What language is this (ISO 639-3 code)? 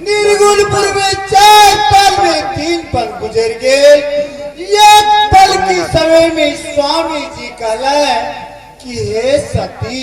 mai